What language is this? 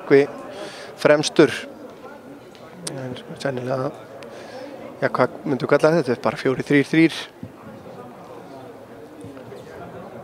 Icelandic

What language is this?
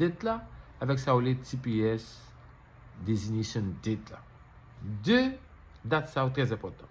Haitian Creole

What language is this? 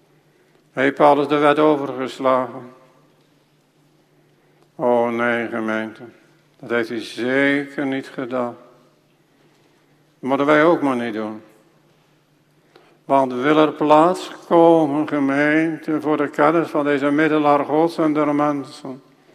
Dutch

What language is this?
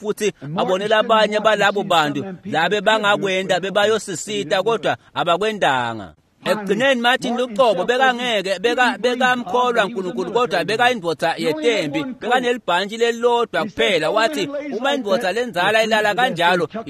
Swati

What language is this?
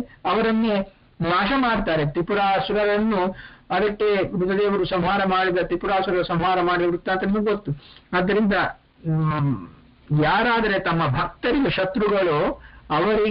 Kannada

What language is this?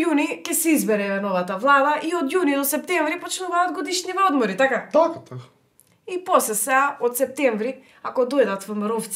Macedonian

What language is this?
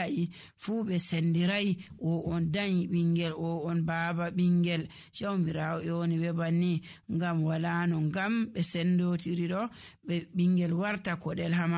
Nigerian Fulfulde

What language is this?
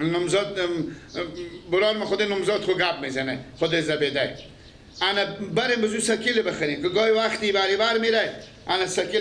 Persian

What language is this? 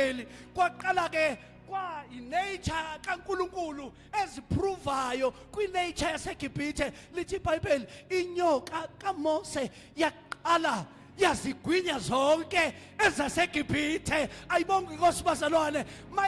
Zulu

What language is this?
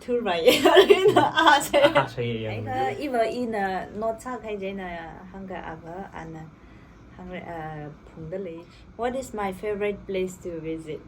Tangkhul Naga (India)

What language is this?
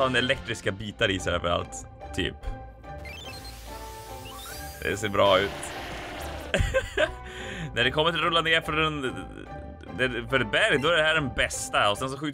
Swedish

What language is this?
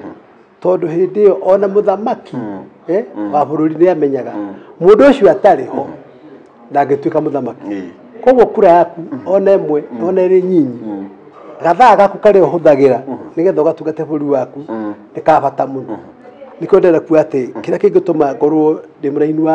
Kikuyu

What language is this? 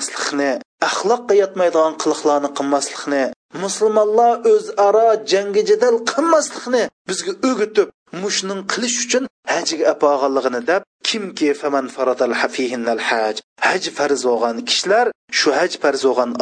Uyghur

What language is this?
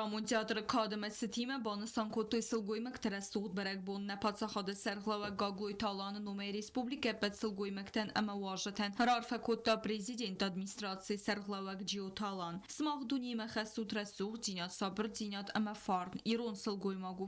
Ossetic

